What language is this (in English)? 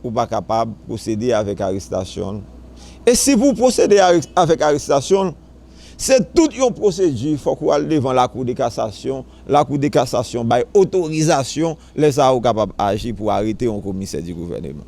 Haitian Creole